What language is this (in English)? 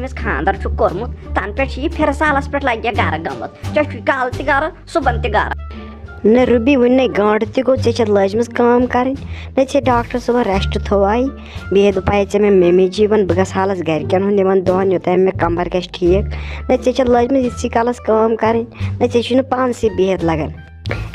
Kashmiri